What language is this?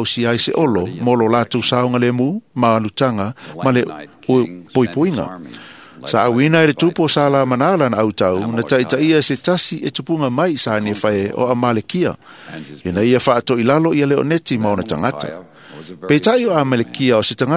Samoan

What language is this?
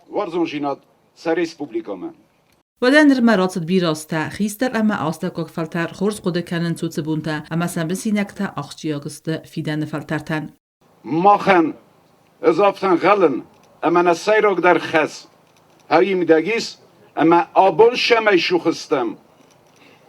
Ossetic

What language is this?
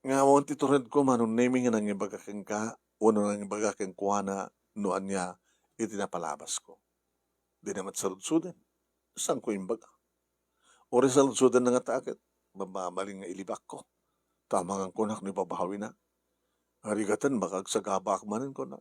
Iloko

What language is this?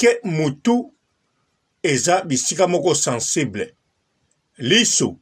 Lingala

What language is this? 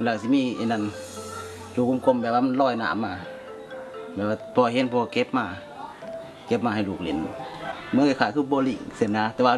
Thai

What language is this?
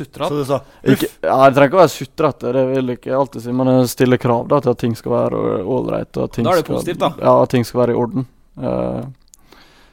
Norwegian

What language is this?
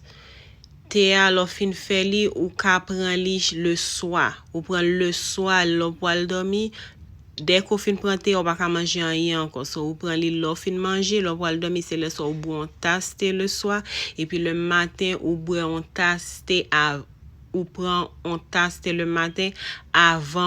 Haitian Creole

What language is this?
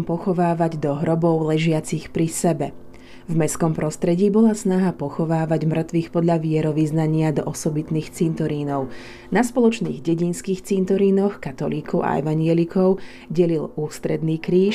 Slovak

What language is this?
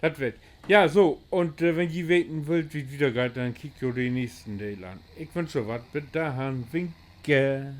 Low German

